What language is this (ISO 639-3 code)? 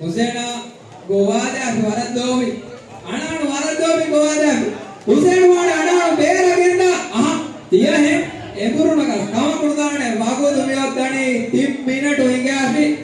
div